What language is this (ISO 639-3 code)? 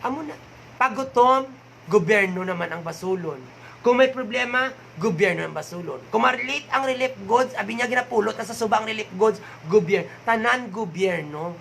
hil